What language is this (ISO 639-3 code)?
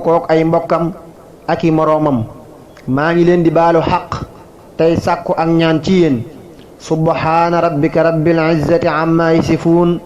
wol